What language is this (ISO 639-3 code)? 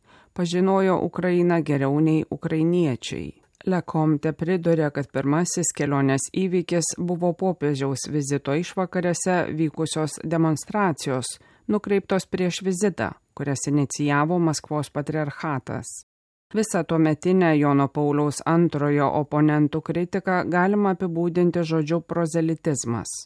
lit